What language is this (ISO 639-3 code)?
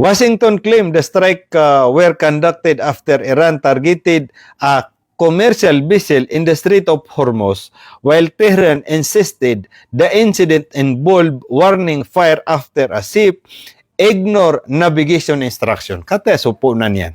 mrw